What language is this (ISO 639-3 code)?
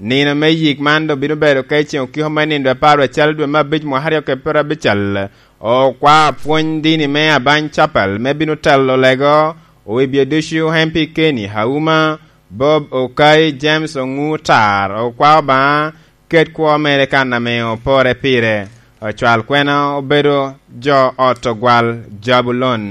laj